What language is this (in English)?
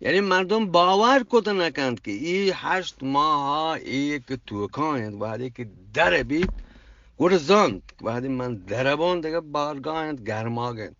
Eastern Balochi